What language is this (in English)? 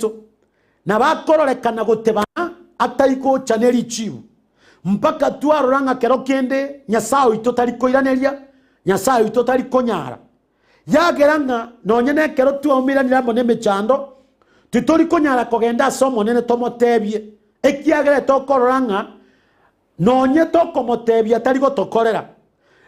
Gusii